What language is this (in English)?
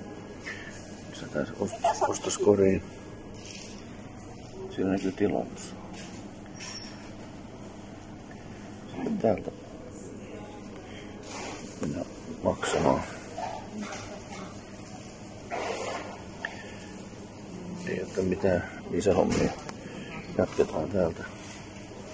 Finnish